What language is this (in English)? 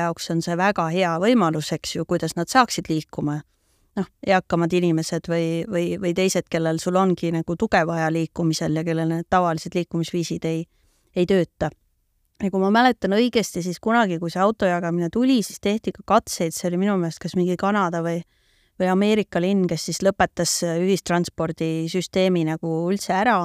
Estonian